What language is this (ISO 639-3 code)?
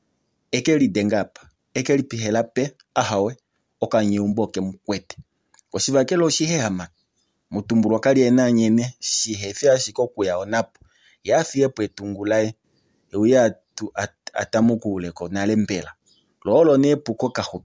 kua